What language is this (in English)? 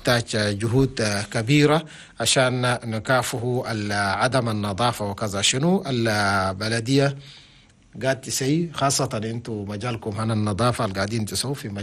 Chadian Arabic